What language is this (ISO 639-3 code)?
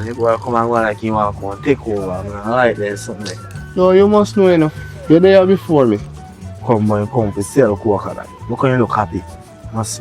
jam